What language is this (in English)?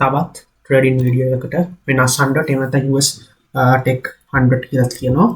Sinhala